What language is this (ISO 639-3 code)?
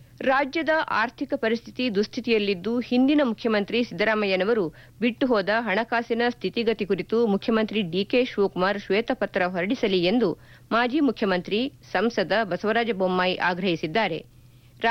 kan